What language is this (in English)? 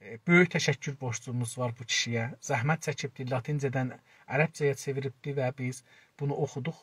South Azerbaijani